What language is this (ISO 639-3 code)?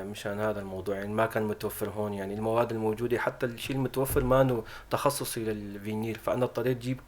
apc